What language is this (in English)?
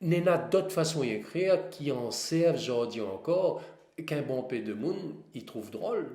Réunion Creole French